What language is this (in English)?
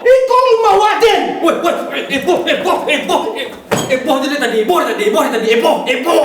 Minangkabau